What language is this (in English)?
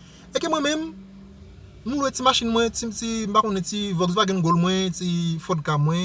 Haitian Creole